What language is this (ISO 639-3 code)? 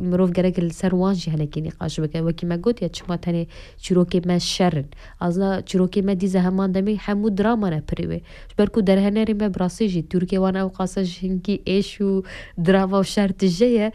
kur